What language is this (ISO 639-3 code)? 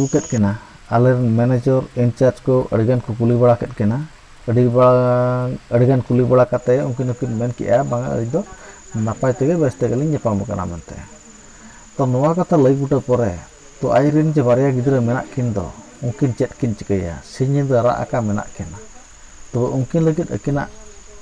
sat